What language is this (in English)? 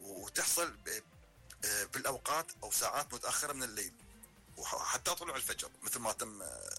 Mesopotamian Arabic